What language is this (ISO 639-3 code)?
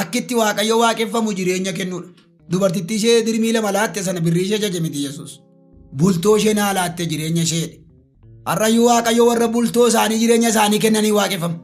orm